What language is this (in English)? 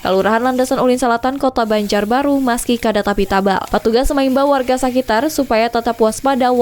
Banjar